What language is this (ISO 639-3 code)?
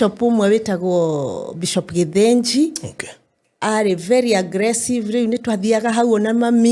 kik